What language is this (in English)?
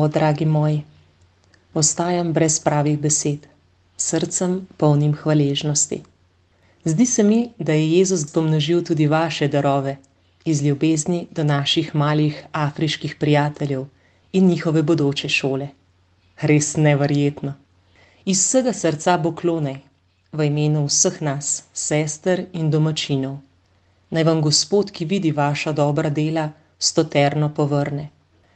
Slovenian